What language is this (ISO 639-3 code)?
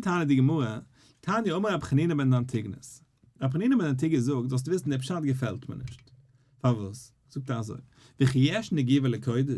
yid